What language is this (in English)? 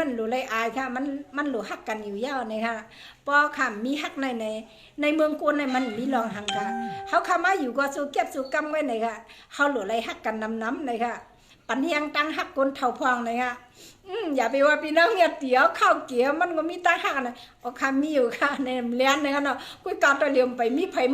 Shan